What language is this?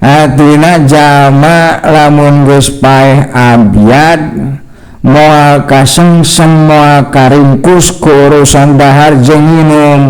Sundanese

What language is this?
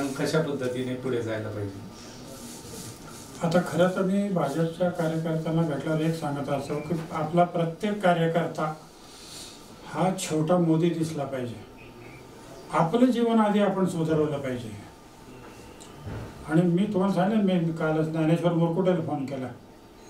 Marathi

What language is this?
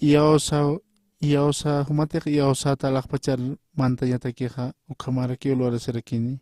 Aymara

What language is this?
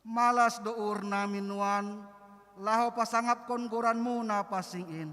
Batak Simalungun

